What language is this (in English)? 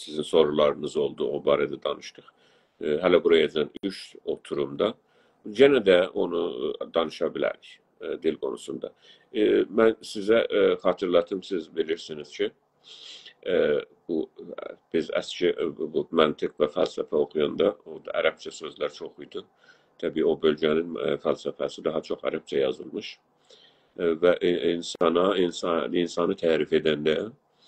South Azerbaijani